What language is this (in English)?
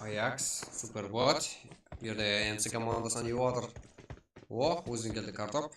Kara-Kalpak